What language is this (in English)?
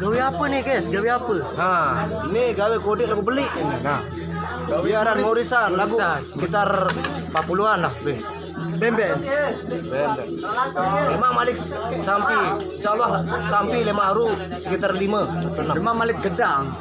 Sasak